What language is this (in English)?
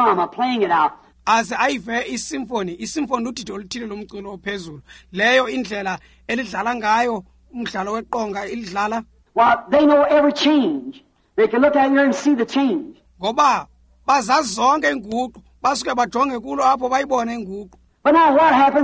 Xhosa